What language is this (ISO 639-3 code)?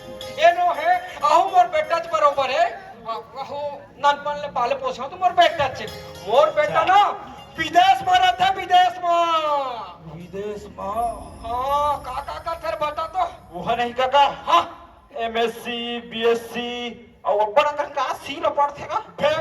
hne